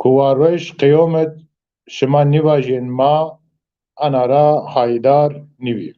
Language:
Zaza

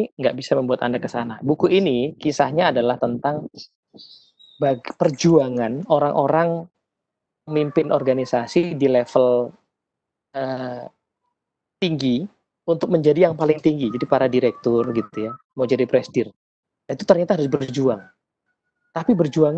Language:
Indonesian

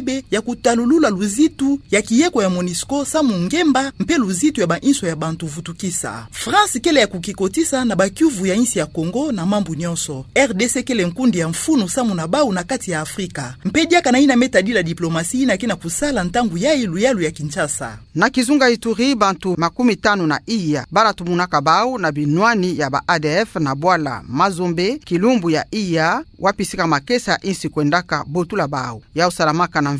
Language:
Kituba (Democratic Republic of Congo)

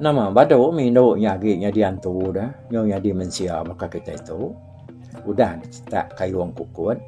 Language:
Iban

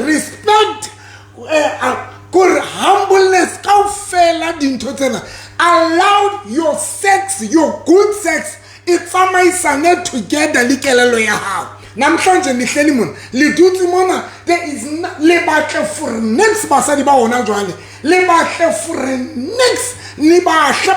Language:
Southern Sotho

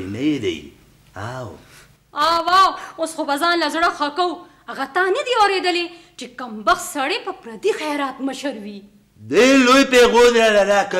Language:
Pashto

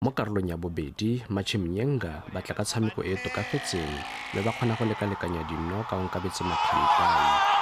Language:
Tswana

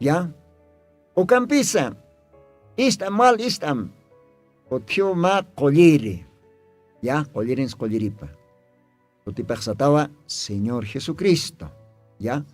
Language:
Aymara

